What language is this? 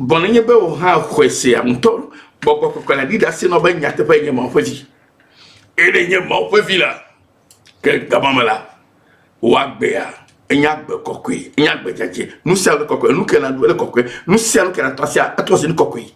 Ewe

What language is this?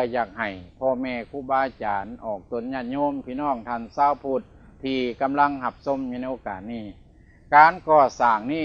Lao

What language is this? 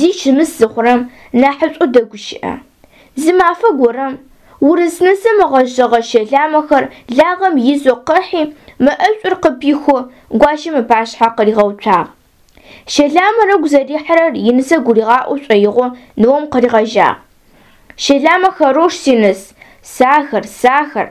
Adyghe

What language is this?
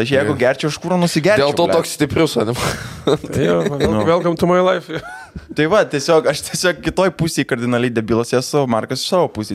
Lithuanian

